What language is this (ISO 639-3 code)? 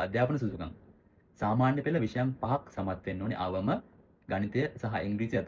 sin